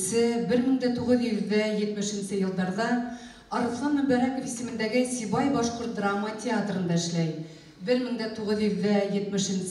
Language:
Bashkir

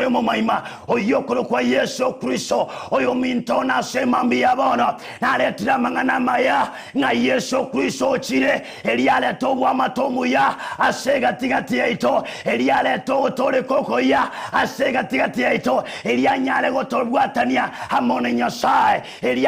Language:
Gusii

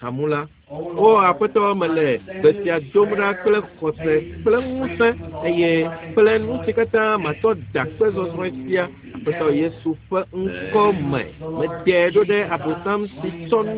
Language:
Ewe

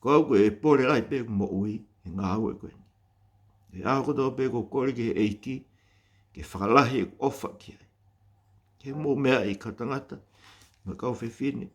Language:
Tongan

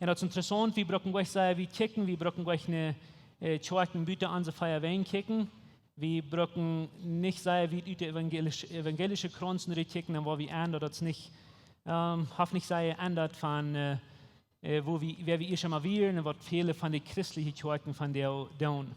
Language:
Plautdietsch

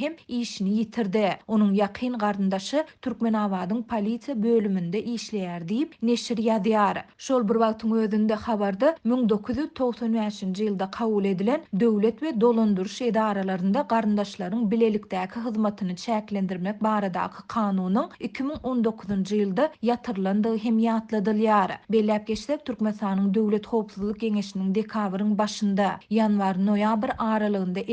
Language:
Turkmen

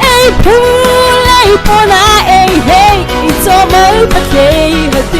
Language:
Mara Chin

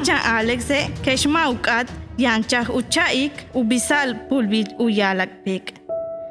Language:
Yucateco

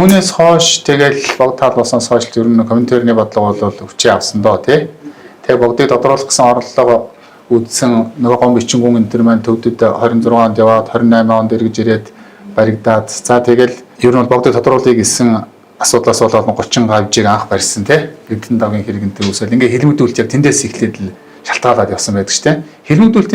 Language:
Mongolian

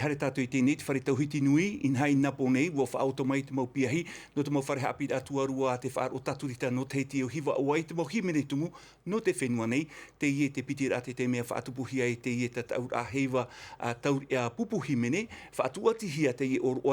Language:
Tahitian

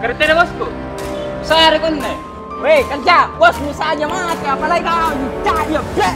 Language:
Makassar Malay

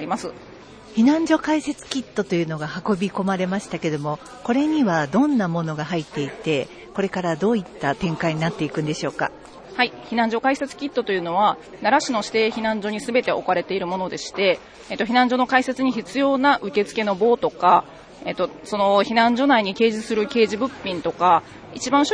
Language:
Japanese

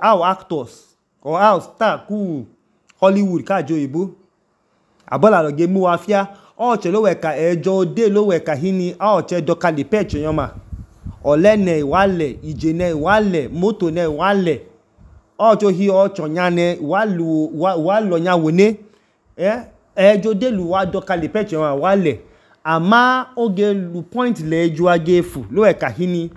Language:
Idoma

